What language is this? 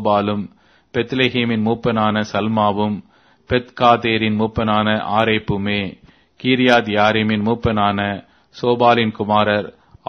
Tamil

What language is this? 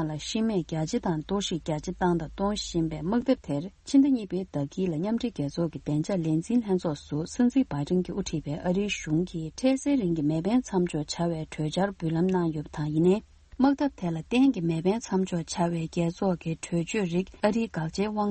Tibetan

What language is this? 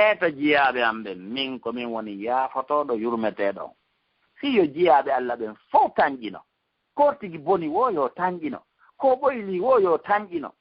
Fula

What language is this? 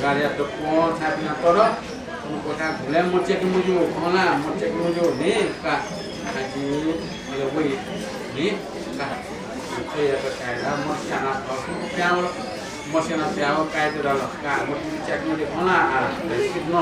Newari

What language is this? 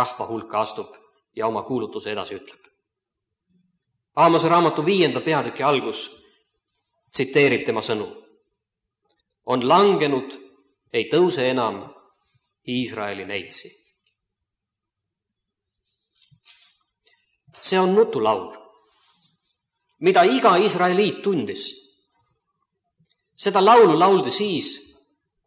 Estonian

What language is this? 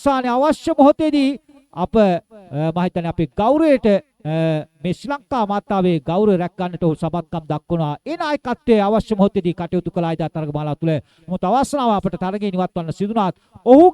Sinhala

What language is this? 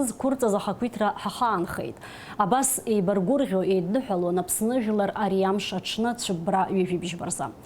Abkhazian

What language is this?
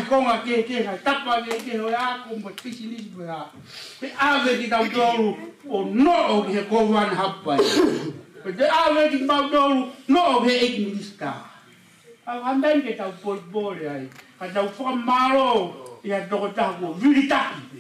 Tongan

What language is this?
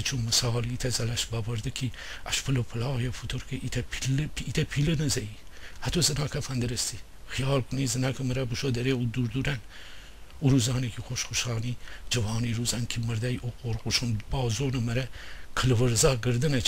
Gilaki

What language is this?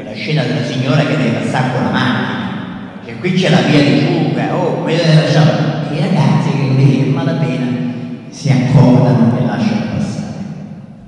Italian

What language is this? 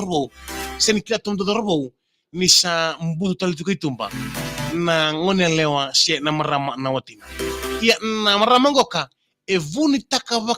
Fijian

